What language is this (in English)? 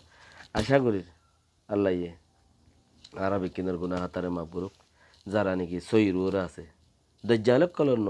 Rohingya